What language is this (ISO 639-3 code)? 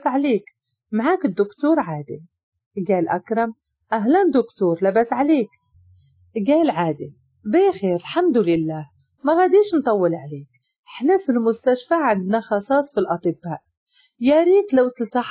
ary